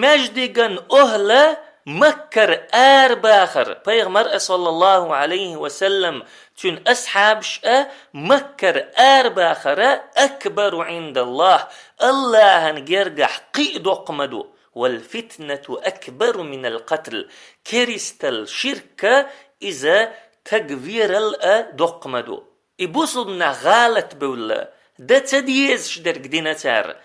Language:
Chechen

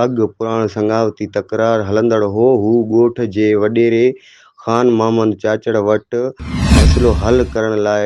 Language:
Sindhi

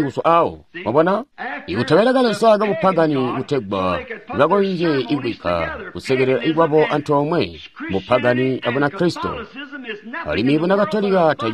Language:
Tonga (Zambia)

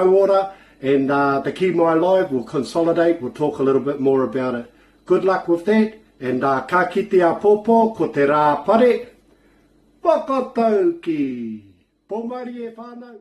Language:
Māori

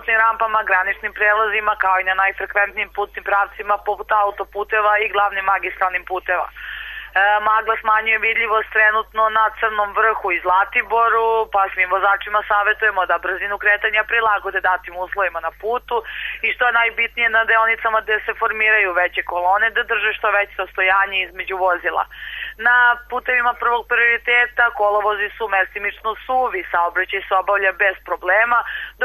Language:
Serbian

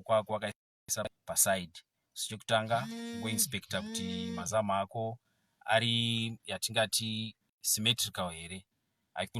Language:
Shona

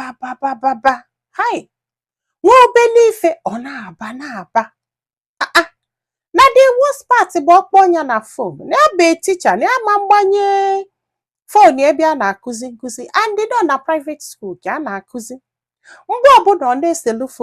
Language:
Igbo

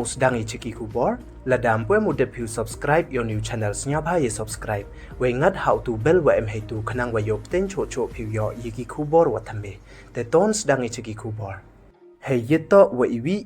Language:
Pnar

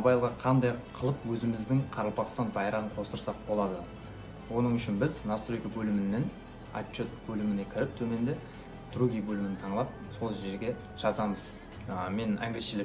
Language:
Kara-Kalpak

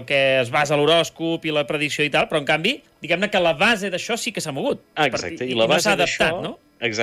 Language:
Catalan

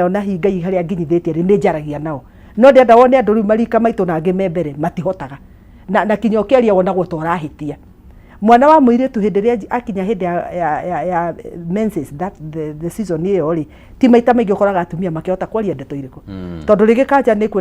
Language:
Kikuyu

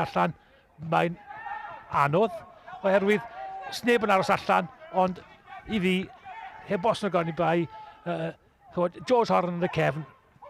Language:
Welsh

